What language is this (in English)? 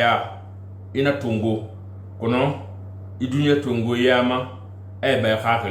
Susu